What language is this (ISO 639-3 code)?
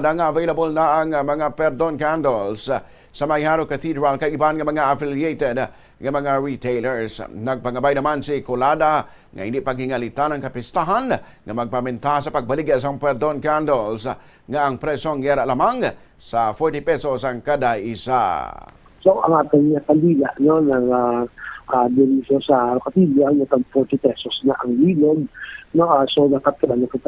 hil